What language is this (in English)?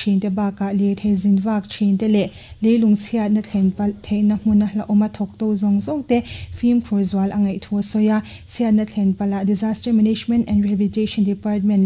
Mizo